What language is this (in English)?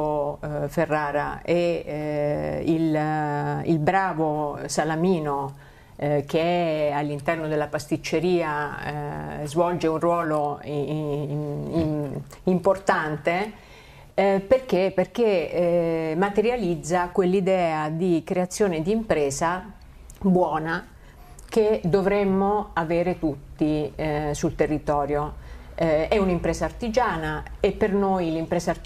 Italian